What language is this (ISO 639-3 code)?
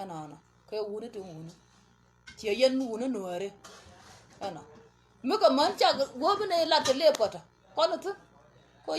nus